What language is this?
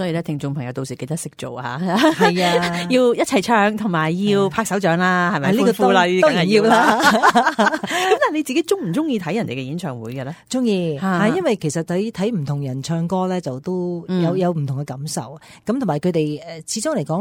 Cantonese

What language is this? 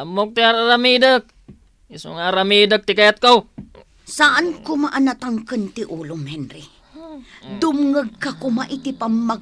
Iloko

